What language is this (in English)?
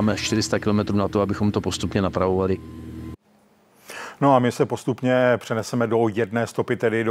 Czech